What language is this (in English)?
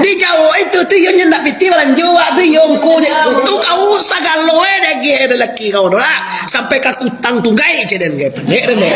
Minangkabau